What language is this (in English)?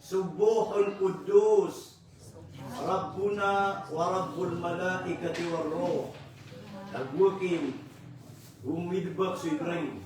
Maranao